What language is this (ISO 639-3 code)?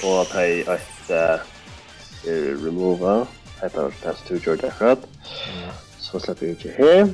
fao